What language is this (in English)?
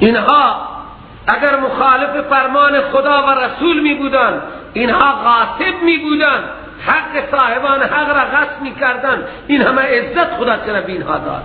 Persian